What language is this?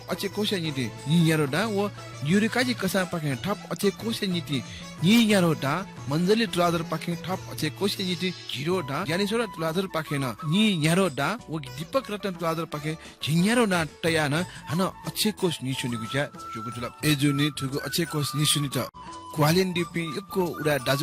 Newari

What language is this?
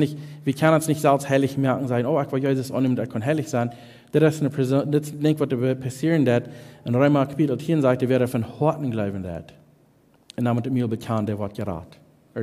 Plautdietsch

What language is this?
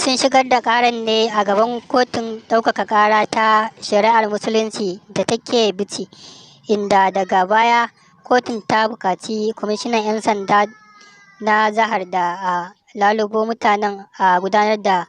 Hausa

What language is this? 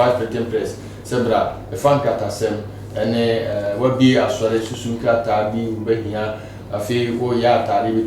Akan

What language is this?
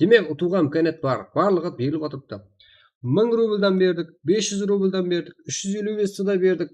Kara-Kalpak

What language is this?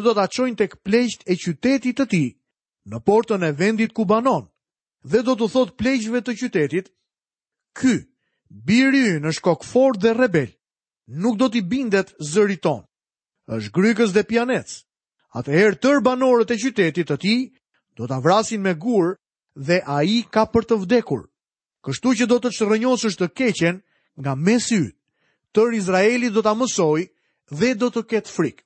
Albanian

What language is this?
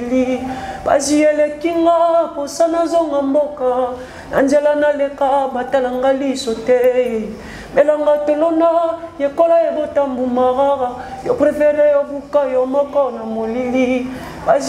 Lingala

